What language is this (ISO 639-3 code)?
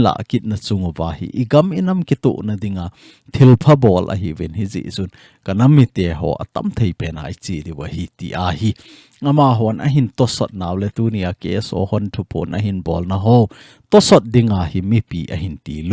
tcz